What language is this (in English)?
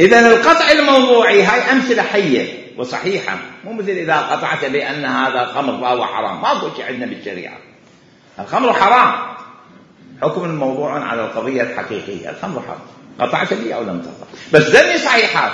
Mesopotamian Arabic